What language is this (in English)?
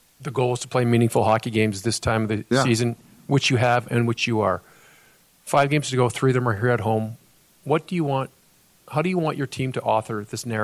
English